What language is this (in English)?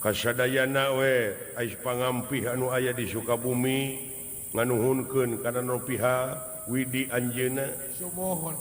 Sundanese